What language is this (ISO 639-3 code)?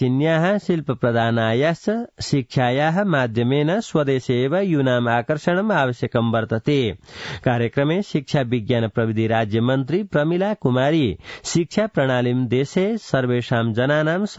san